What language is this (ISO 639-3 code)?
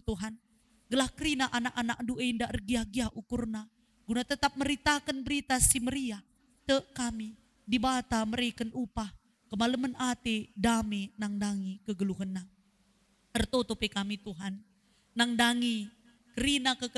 btx